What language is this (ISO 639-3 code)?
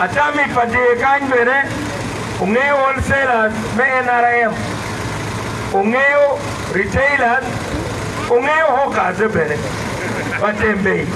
ach